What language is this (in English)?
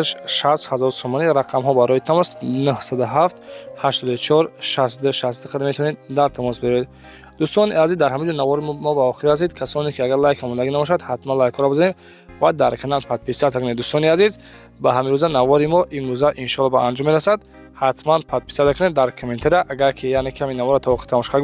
Tajik